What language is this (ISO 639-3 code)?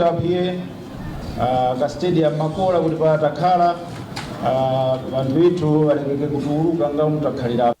nya